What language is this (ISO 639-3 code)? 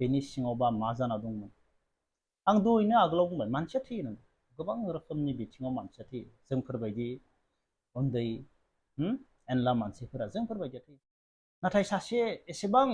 brx